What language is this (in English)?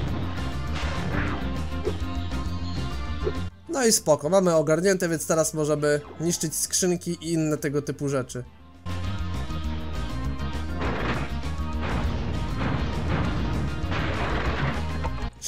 Polish